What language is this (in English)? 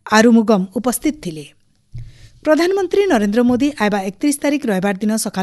Odia